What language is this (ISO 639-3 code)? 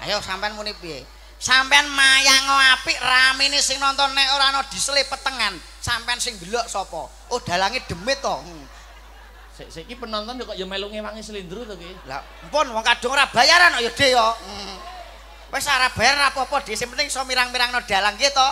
jav